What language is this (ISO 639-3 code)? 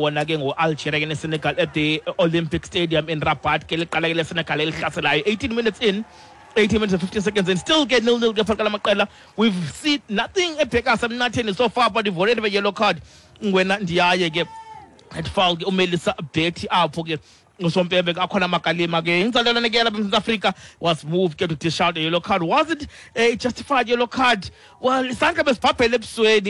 xho